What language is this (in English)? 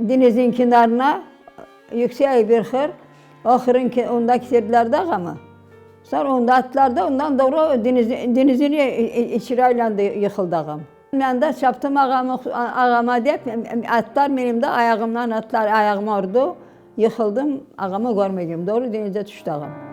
Crimean Tatar